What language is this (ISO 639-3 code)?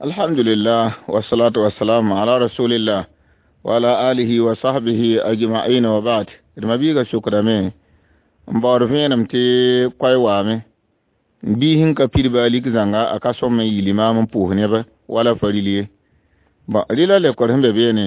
mos